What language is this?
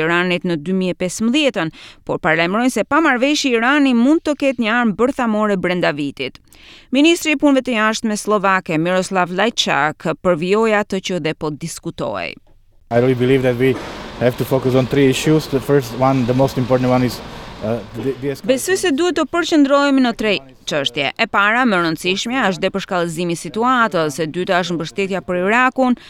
Albanian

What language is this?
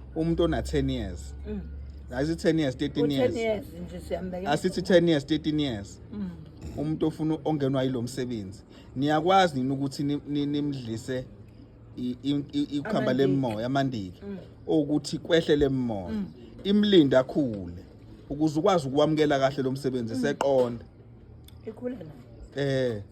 Zulu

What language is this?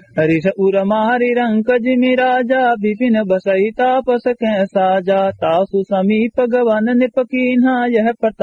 Awadhi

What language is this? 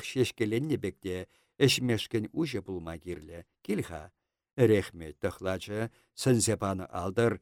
Chuvash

